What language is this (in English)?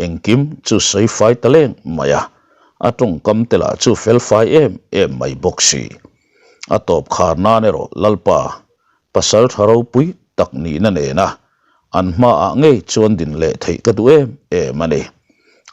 Mizo